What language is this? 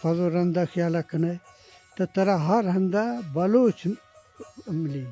Eastern Balochi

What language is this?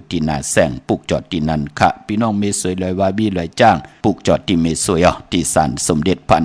Shan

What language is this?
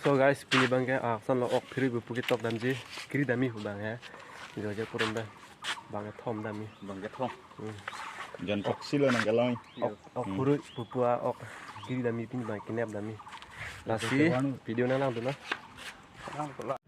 Karbi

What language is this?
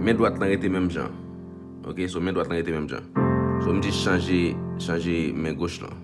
Haitian Creole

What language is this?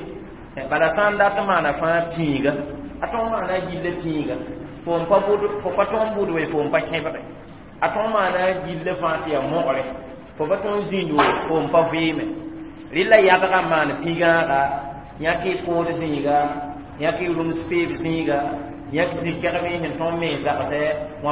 Mossi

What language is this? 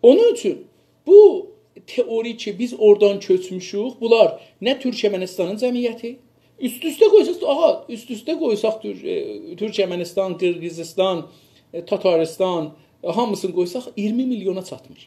South Azerbaijani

